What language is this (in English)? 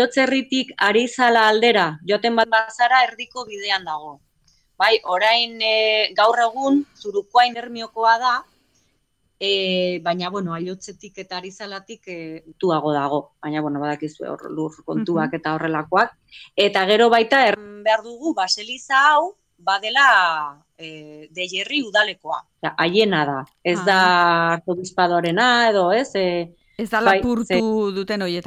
Basque